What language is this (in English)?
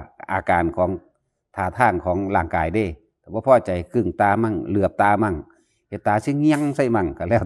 Northeastern Thai